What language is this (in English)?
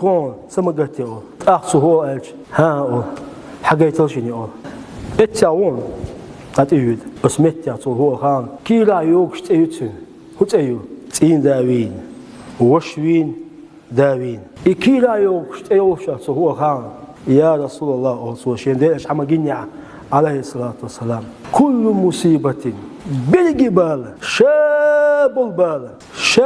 Chechen